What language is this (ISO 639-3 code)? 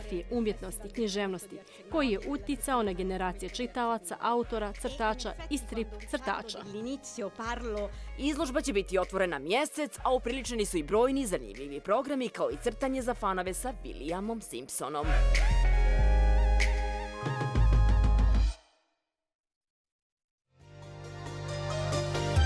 bos